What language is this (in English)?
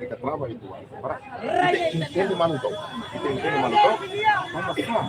Tetum